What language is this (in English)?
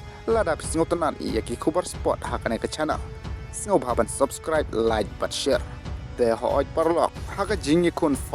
Khasi